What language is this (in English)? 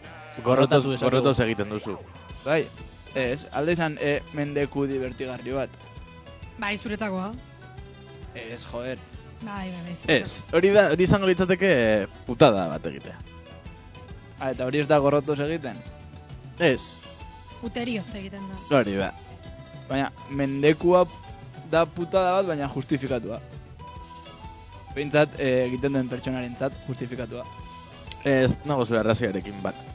Basque